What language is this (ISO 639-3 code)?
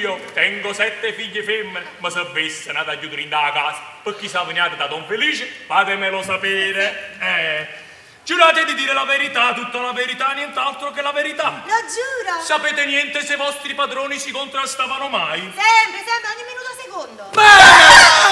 nap